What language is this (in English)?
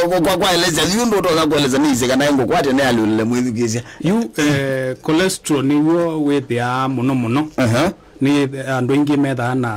Kamba